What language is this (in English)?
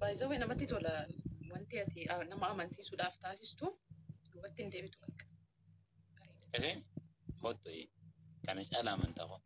Oromo